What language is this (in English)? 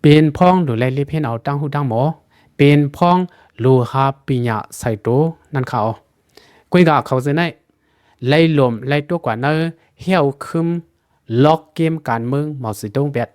Lao